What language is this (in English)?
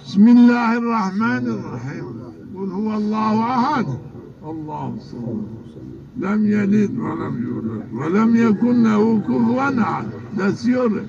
Zaza